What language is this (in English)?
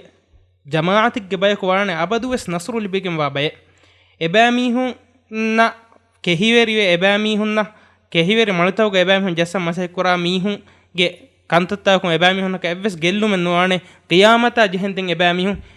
Divehi